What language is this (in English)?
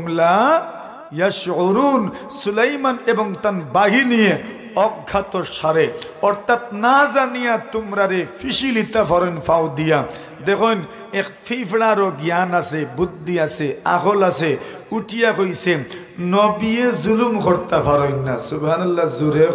Sylheti